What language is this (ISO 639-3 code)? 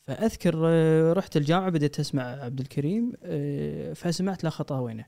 afb